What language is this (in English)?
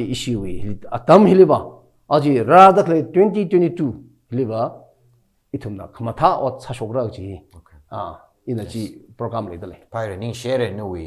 Tangkhul Naga (India)